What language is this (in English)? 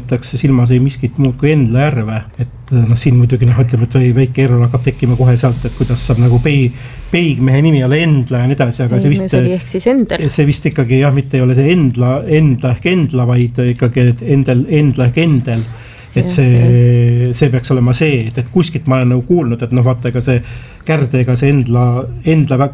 Estonian